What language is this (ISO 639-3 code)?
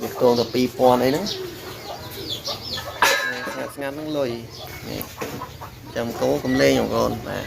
khm